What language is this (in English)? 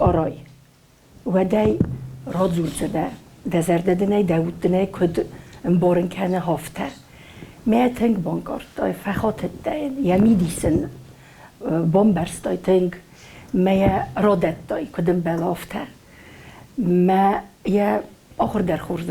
Ossetic